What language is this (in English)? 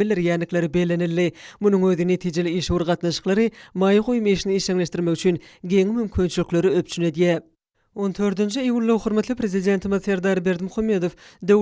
Turkmen